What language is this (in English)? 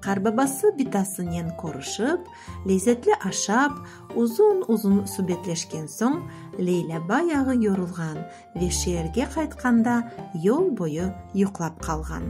Crimean Tatar